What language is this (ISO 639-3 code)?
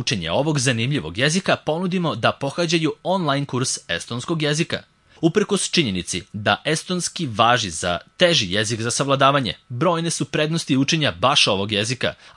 srp